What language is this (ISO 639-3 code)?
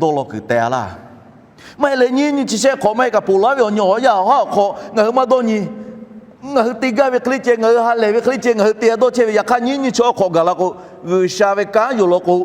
lhu